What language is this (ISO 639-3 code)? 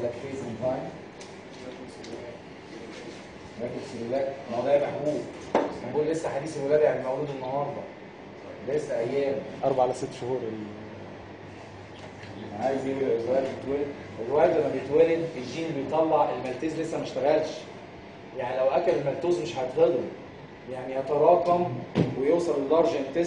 arz